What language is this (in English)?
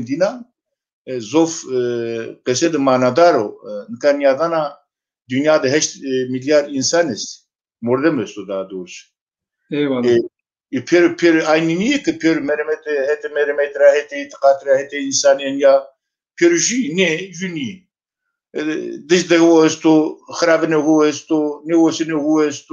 Zaza